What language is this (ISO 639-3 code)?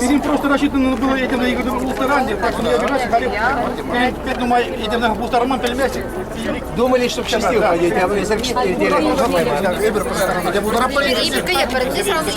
chv